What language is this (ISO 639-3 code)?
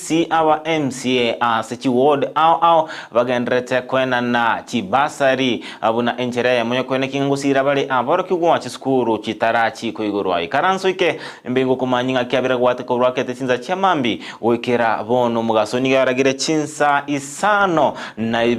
guz